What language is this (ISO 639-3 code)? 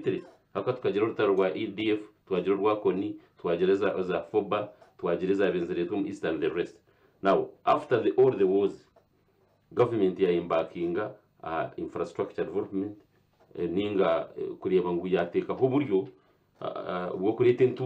nyn